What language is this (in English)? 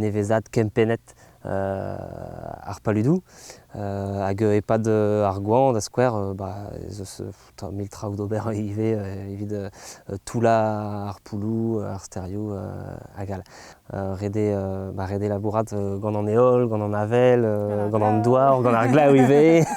Breton